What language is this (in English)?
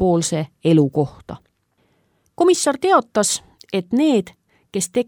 Estonian